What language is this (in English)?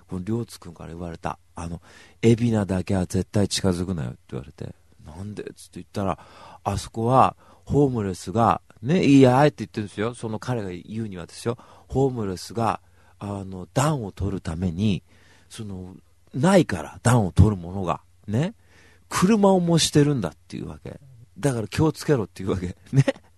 Japanese